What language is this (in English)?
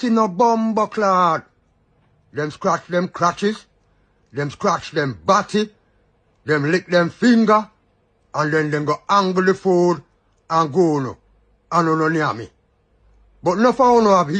Jamaican Creole English